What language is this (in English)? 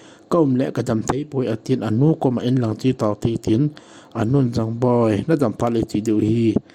Thado Chin